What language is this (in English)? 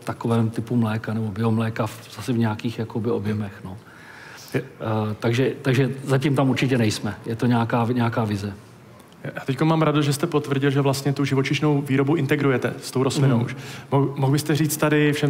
Czech